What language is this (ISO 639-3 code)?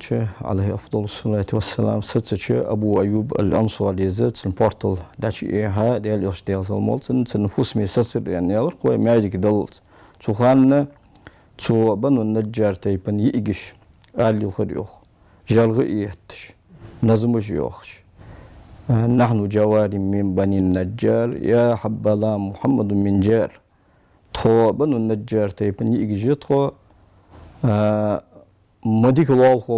inh